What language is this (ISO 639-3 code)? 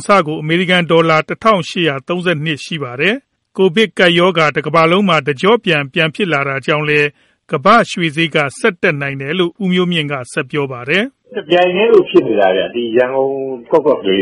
mya